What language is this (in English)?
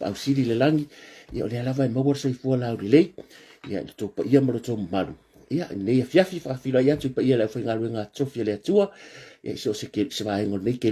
Samoan